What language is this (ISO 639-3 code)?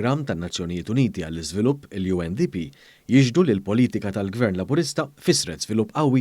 mlt